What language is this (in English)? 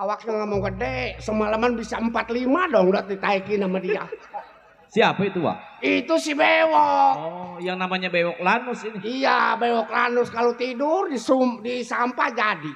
Betawi